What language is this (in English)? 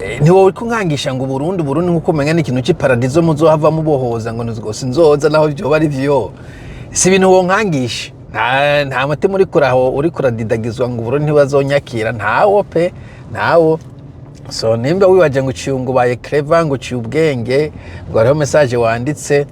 Rundi